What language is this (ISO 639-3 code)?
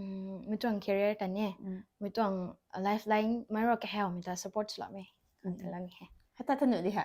nbu